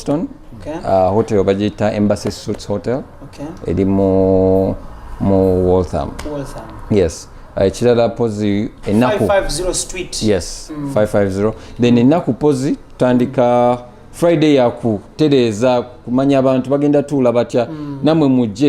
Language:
Ganda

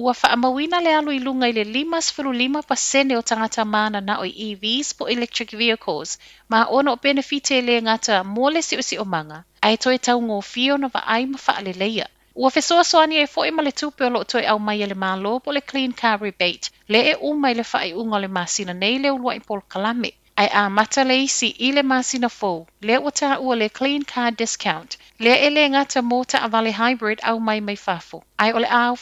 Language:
Samoan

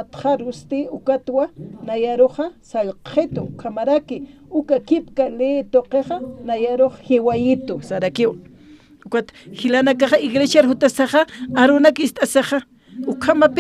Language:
Aymara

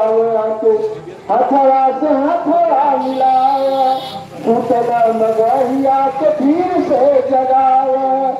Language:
Magahi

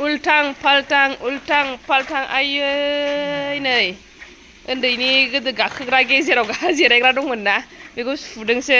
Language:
Bodo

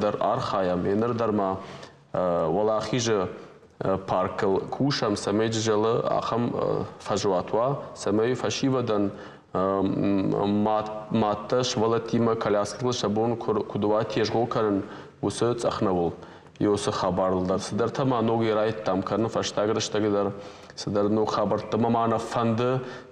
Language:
Ossetic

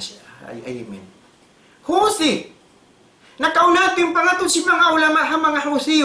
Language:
Tausug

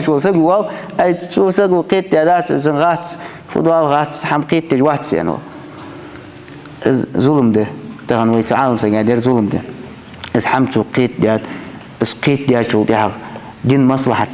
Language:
Ingush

